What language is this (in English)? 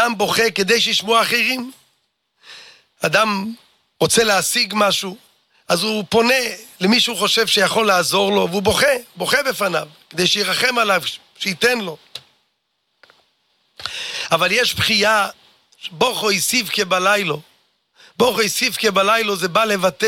Hebrew